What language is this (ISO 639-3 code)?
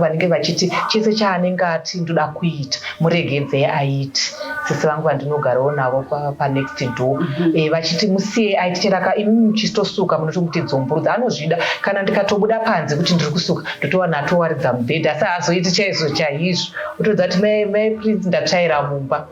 sna